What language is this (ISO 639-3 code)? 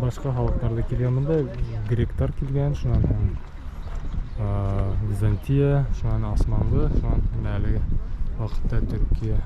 bak